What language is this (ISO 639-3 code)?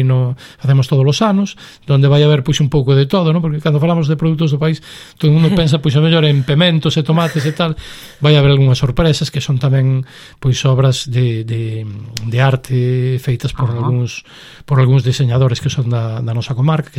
glg